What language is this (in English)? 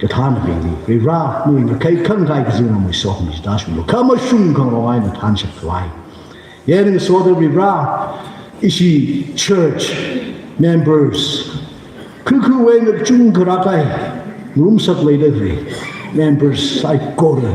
Tangkhul Naga (India)